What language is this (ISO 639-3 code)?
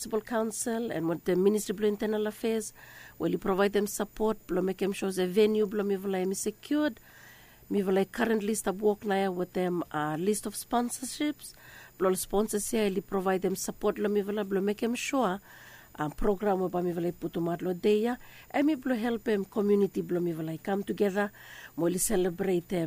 bis